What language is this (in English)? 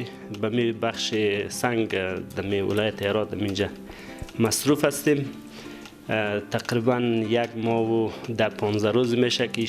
Persian